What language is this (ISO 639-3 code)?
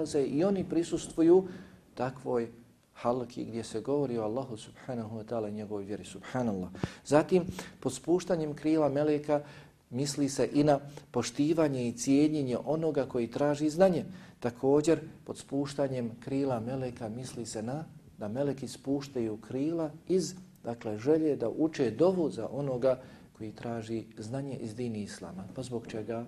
bos